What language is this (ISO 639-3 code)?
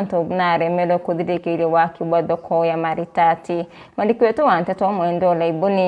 mer